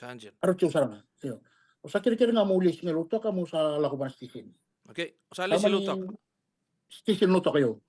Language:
Fijian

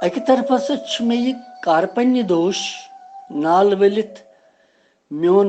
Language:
Kashmiri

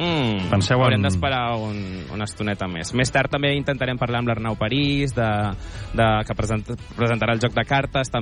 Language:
Catalan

